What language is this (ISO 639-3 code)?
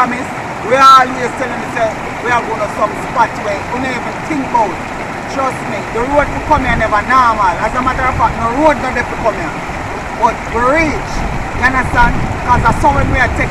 jam